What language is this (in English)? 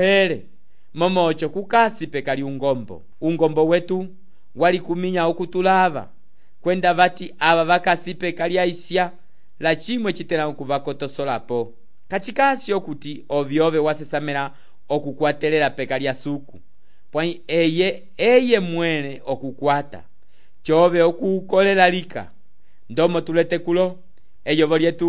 Umbundu